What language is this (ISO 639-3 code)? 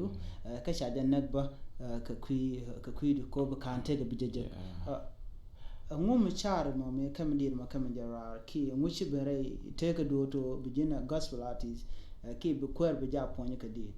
nus